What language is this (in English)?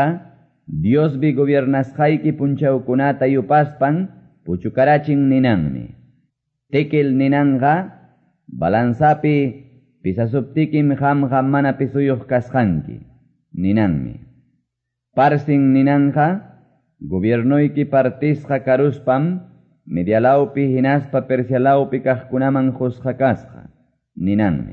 Quechua